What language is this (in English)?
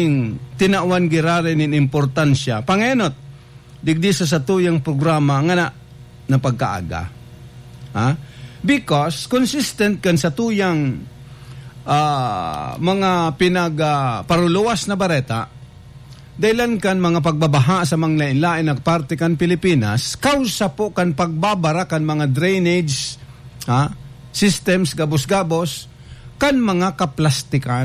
Bikol